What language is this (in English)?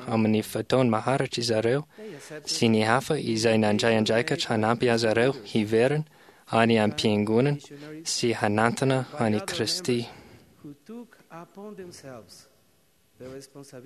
Malagasy